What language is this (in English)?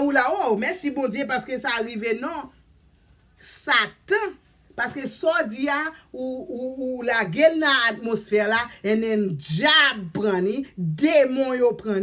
Haitian Creole